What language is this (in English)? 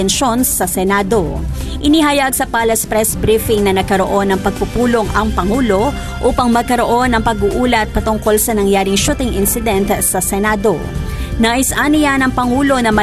Filipino